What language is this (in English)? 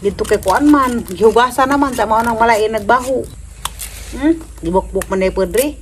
Cebuano